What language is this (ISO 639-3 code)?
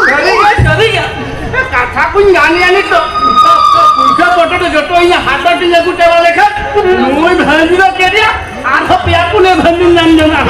sat